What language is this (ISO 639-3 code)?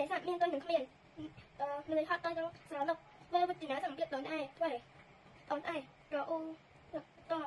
khm